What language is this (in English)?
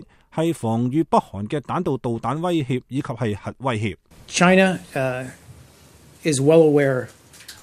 Cantonese